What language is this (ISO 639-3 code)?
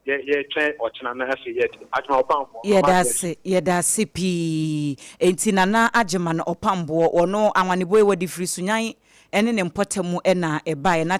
aka